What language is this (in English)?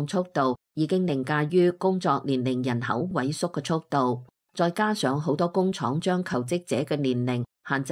Cantonese